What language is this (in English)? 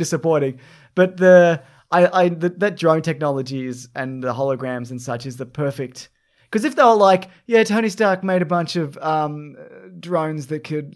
English